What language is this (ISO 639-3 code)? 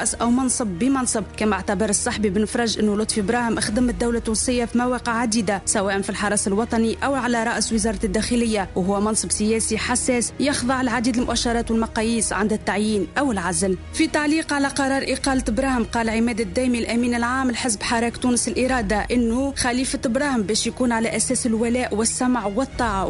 aeb